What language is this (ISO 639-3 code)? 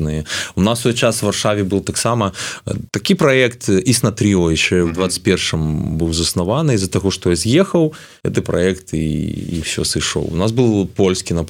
bel